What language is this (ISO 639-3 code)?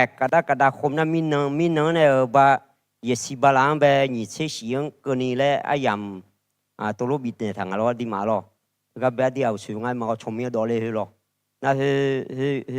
ahk